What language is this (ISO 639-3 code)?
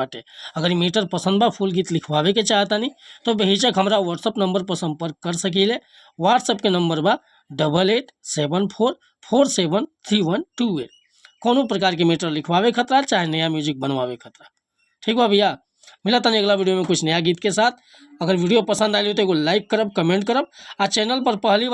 bho